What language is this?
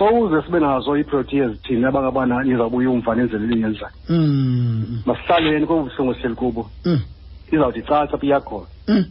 Xhosa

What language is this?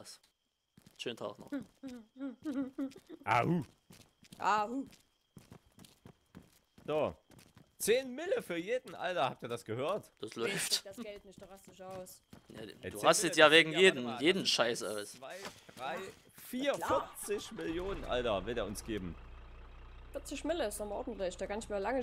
German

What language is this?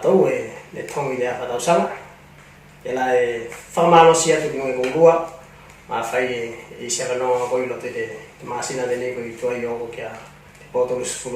Tuvalu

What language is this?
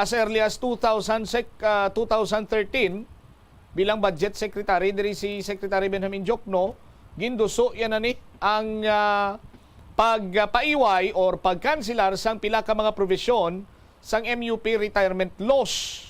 Hiligaynon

